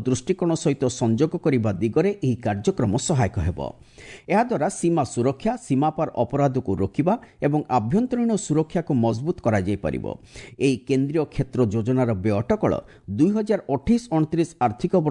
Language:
Odia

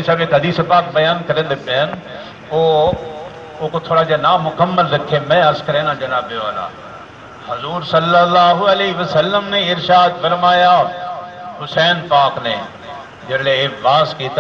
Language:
Saraiki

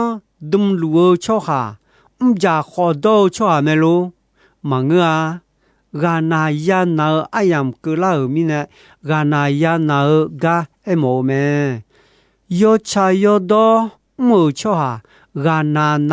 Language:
Akha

